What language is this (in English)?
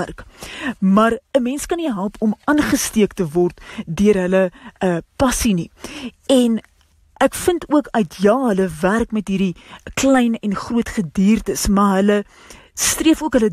Afrikaans